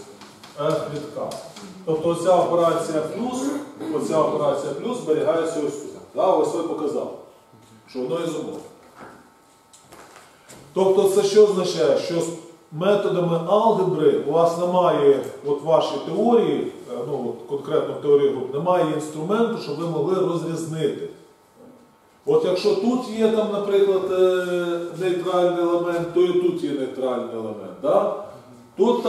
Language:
Ukrainian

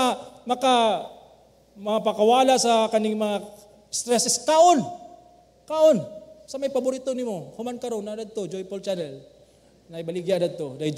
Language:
Cebuano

